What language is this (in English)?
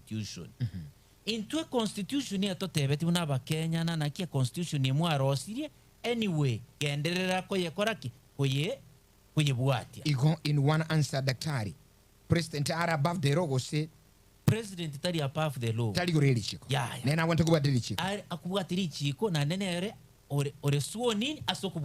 Gusii